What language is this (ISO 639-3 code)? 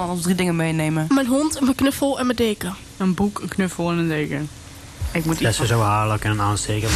nld